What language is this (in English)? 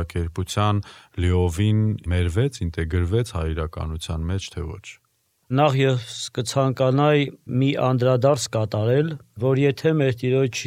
Armenian